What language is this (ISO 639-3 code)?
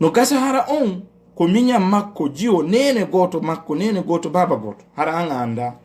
ful